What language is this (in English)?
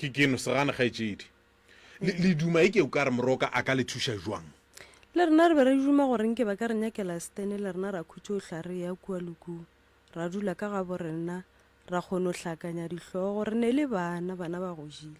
Northern Sotho